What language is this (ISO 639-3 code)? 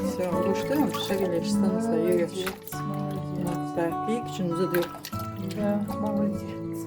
che